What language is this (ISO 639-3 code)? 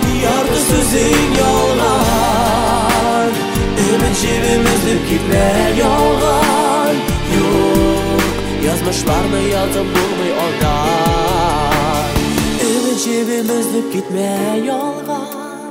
tat